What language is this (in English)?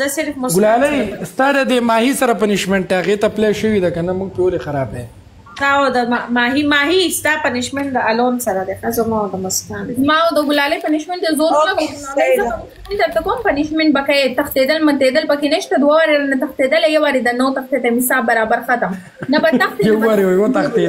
Pashto